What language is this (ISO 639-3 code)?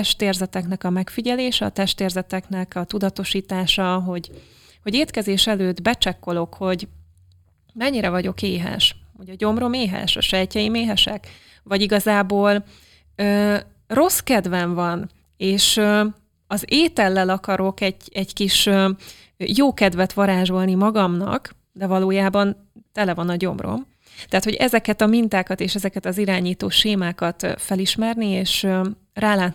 hun